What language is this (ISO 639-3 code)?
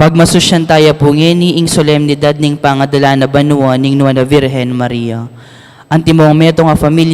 pam